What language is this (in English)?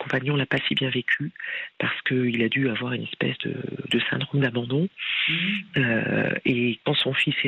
French